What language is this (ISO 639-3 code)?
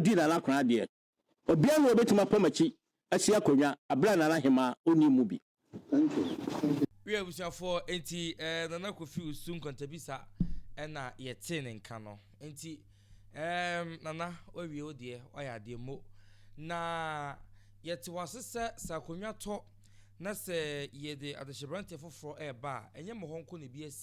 aka